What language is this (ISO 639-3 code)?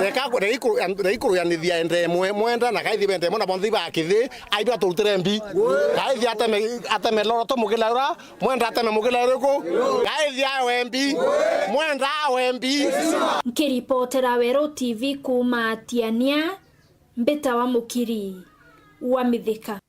mer